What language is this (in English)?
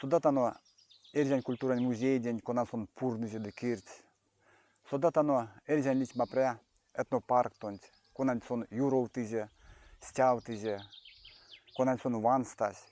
Erzya